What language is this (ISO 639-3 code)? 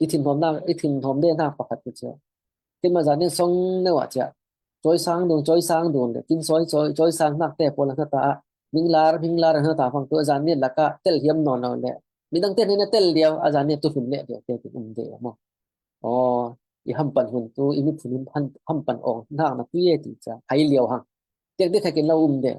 cfm